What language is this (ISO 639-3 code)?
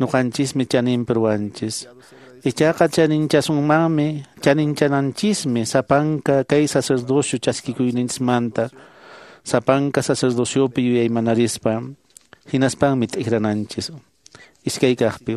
que